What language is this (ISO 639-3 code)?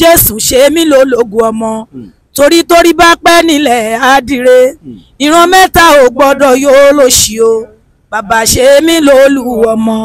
yor